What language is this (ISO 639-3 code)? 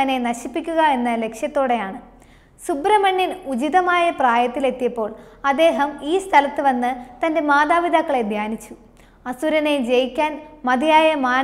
mal